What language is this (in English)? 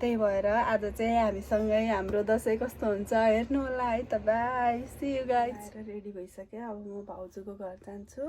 Nepali